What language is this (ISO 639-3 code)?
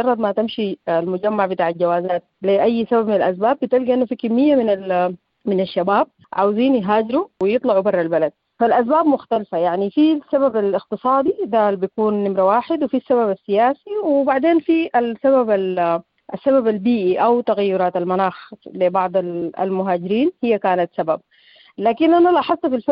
apd